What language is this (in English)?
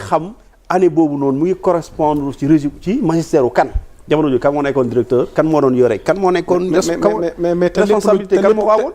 Wolof